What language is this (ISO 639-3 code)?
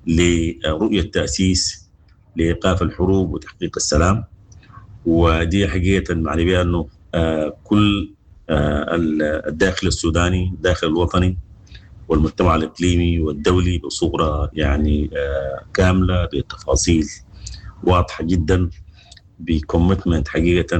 apd